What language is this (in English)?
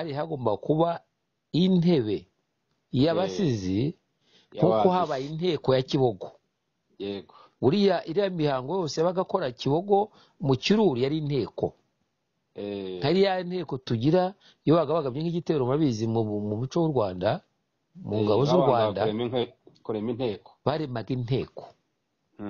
Kinyarwanda